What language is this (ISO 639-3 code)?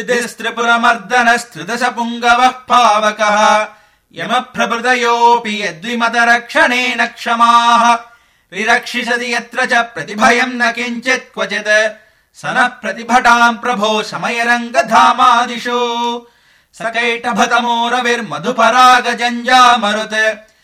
san